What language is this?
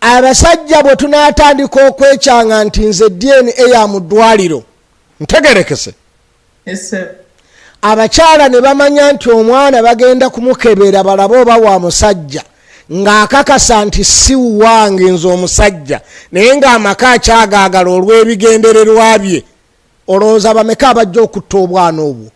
Ganda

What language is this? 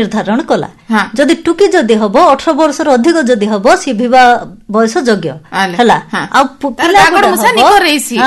Odia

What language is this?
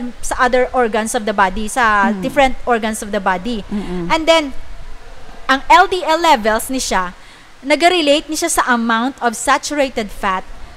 Hiligaynon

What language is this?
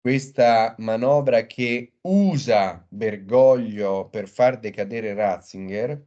Italian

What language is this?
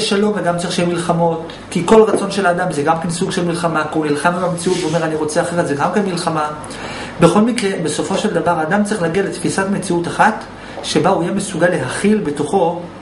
Hebrew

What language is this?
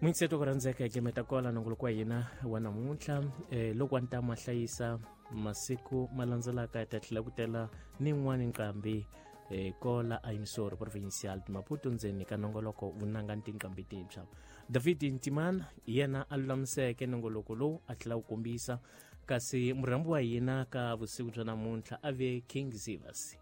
Tsonga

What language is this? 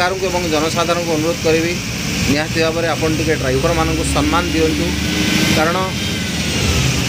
Odia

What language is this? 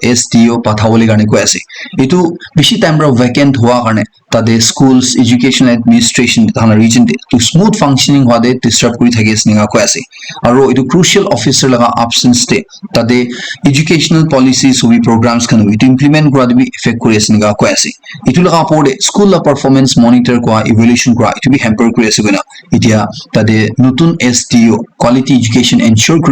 Naga Pidgin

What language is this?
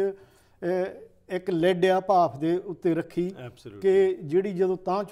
Punjabi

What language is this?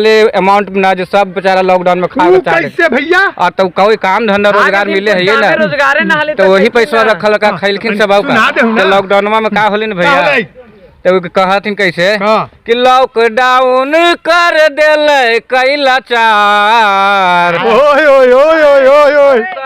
Magahi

